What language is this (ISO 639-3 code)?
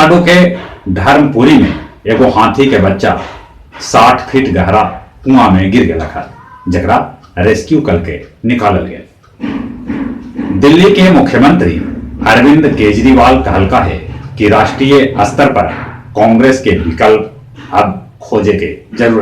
mag